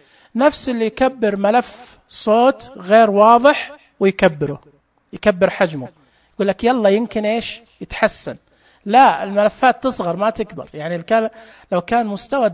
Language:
Najdi Arabic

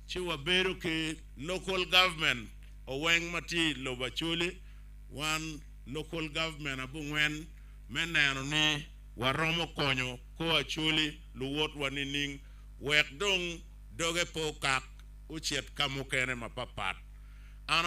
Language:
Acoli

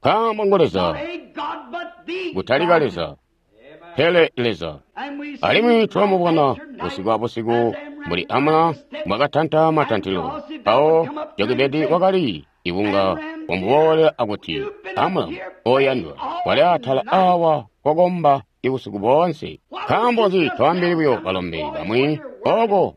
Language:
Tonga (Zambia)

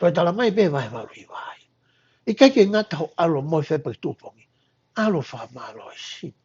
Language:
Tongan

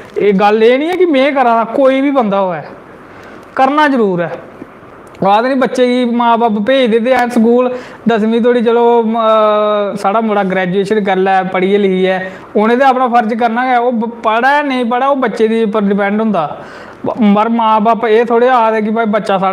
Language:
Dogri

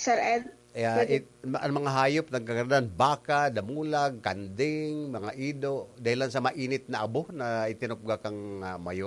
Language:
Bikol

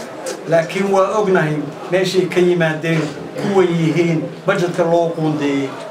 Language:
Somali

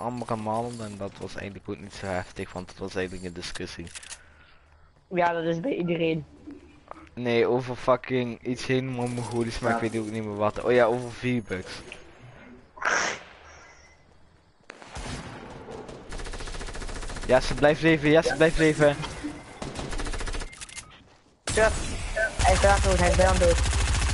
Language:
Dutch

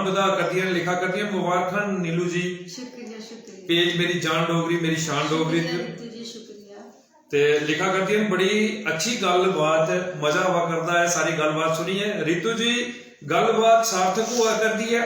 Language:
Dogri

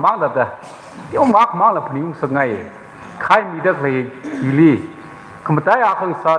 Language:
Tangkhul Naga (India)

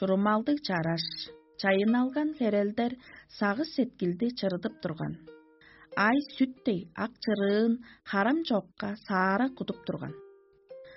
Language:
Tuvinian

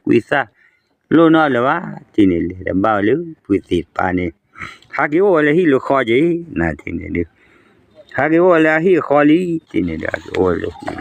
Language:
S'gaw Karen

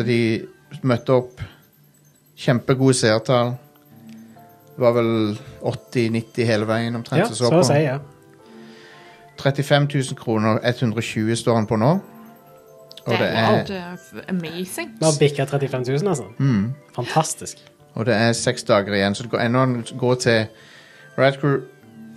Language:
Norwegian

